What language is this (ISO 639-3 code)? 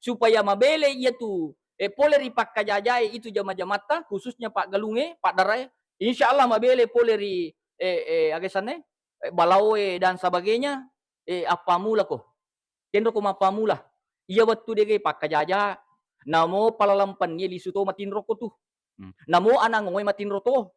bug